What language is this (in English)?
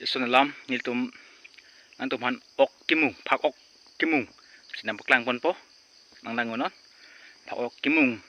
Karbi